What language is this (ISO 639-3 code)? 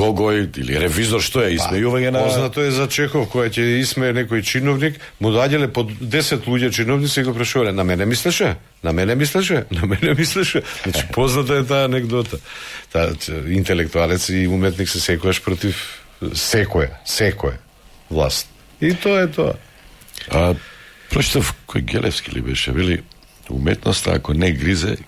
mkd